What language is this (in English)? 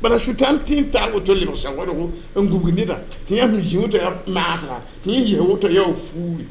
Mossi